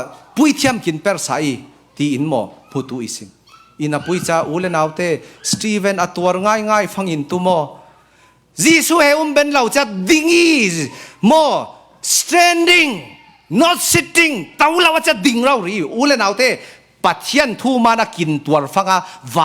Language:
Falam Chin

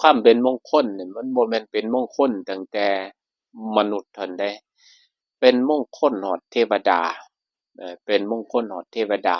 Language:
Northeastern Thai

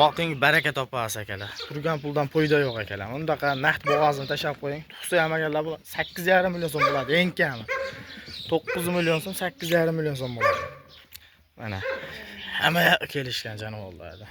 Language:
Uzbek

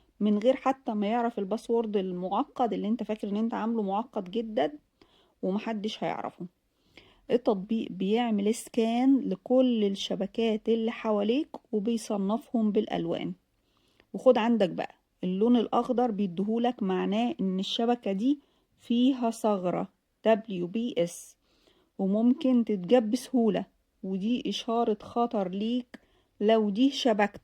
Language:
Egyptian Arabic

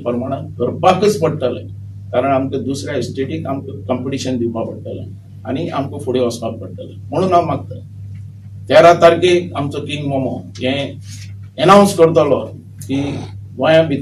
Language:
Konkani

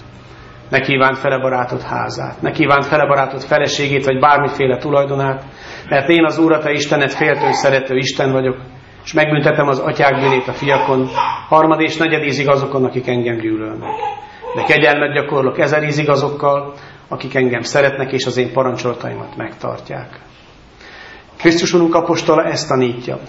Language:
Hungarian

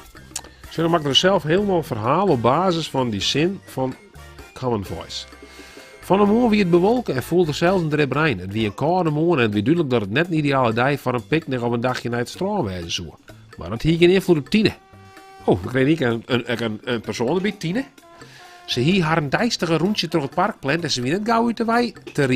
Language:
Western Frisian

